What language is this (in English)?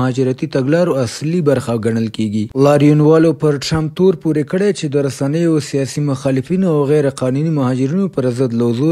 Pashto